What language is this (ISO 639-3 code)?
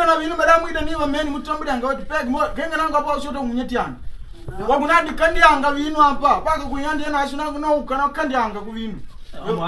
kde